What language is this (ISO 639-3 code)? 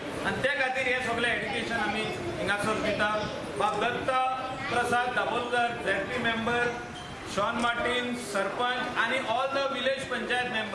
kok